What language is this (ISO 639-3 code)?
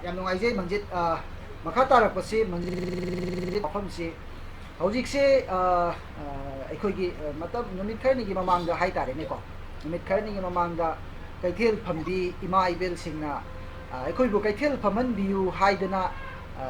mni